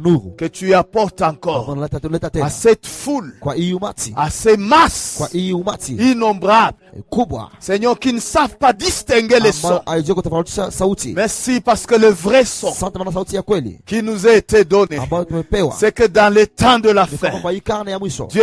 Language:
Swahili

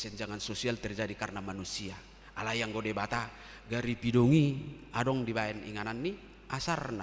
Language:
Batak Toba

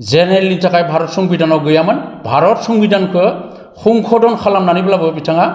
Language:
Bodo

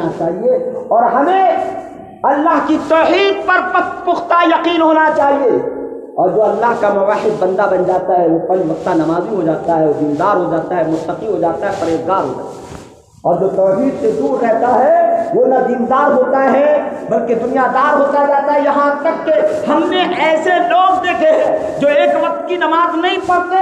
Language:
Urdu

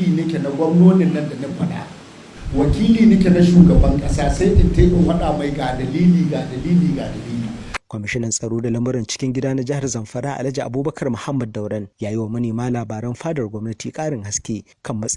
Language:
Hausa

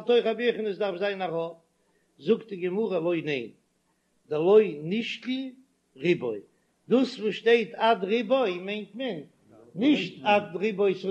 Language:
Yiddish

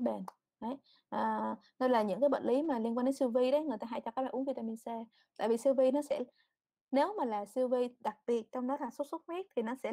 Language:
Vietnamese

